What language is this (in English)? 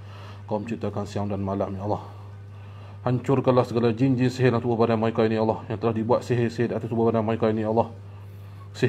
Malay